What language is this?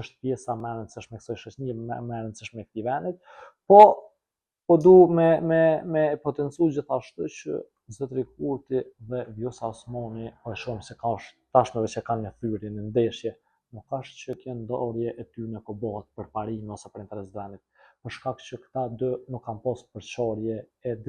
Albanian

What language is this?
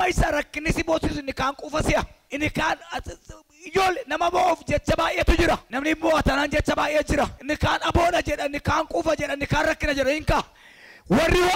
Oromo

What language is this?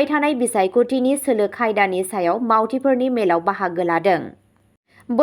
Bodo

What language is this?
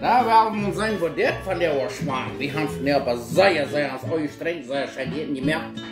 Plautdietsch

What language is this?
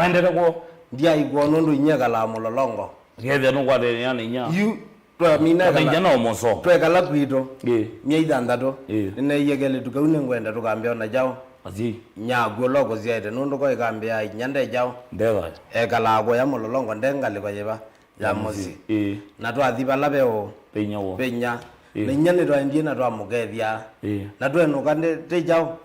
Kamba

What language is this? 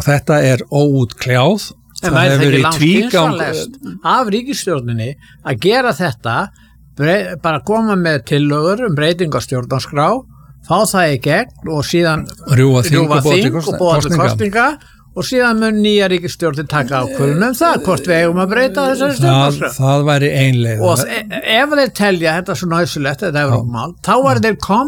Icelandic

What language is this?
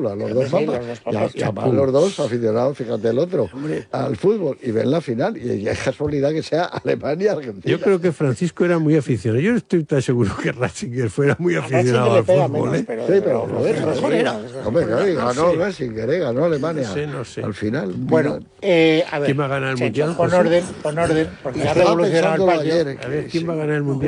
Spanish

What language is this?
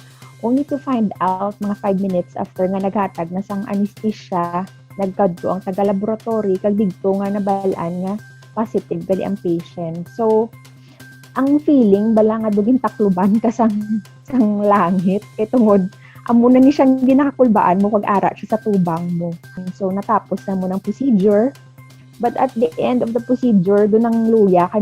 Hiligaynon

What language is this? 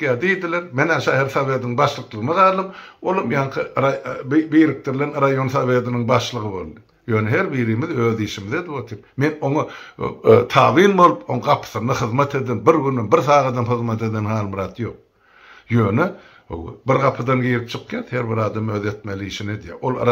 Turkmen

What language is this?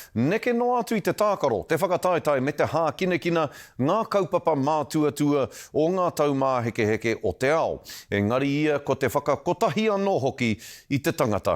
Māori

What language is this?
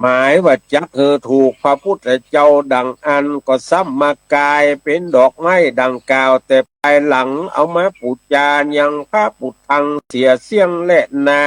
Northern Thai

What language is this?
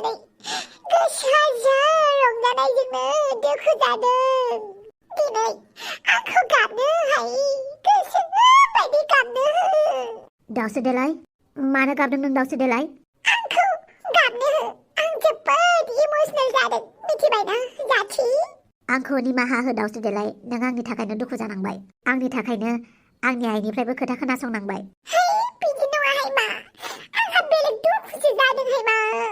Bodo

